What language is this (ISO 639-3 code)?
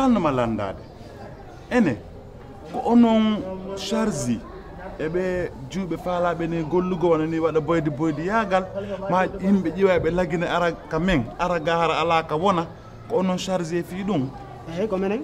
fuf